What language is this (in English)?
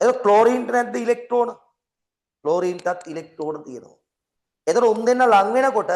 Sinhala